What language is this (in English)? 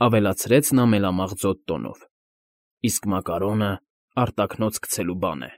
Armenian